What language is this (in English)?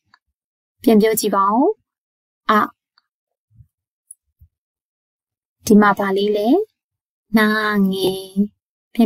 Burmese